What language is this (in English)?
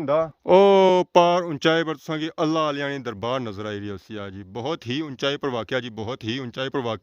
Pahari-Potwari